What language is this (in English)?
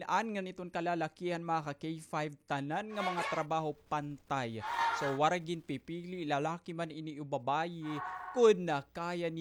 Waray